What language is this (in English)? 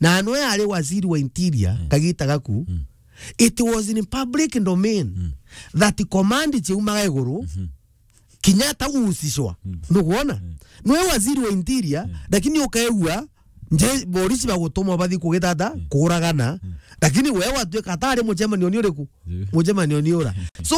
Meru